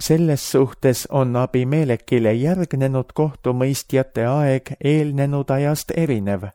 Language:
Estonian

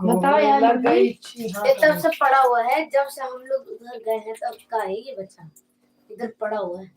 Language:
Maithili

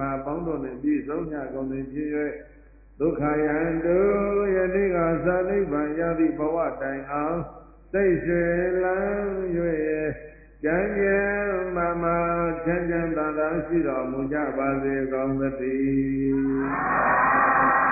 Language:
Burmese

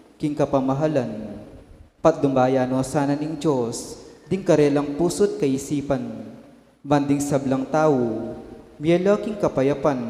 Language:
Pampanga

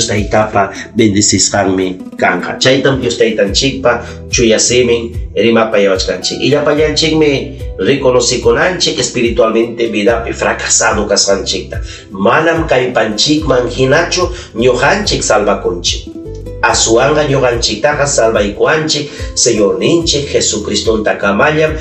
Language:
Ayacucho Quechua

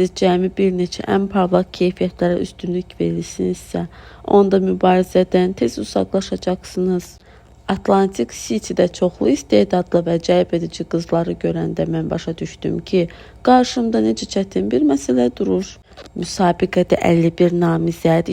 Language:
Azerbaijani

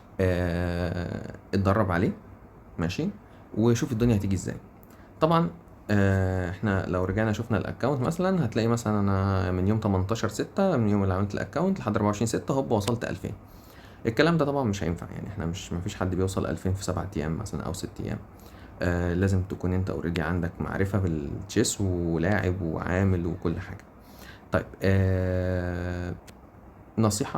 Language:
Egyptian Arabic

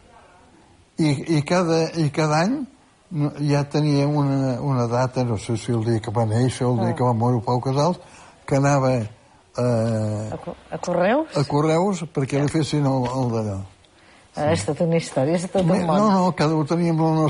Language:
Catalan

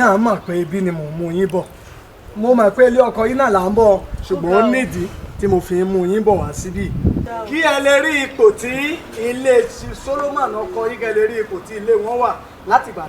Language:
Yoruba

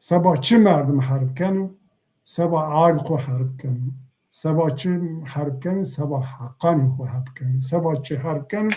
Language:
Zaza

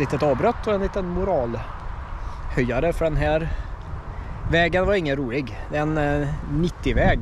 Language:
Swedish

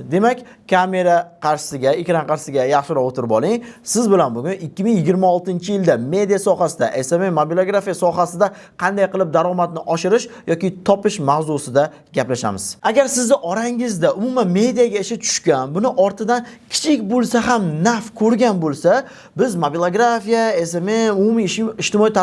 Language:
Uzbek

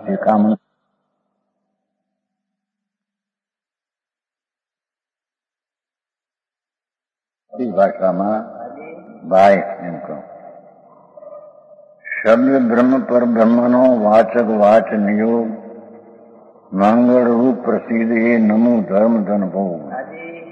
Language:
Gujarati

